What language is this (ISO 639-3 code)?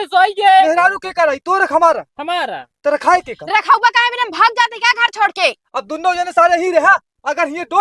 awa